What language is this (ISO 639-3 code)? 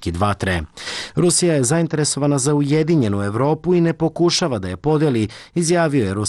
srp